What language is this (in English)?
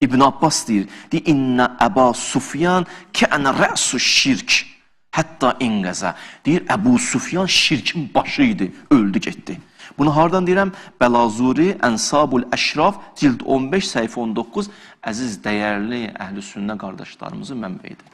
Azerbaijani